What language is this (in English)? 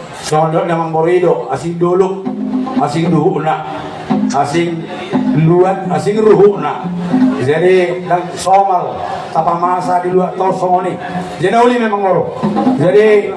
Batak Toba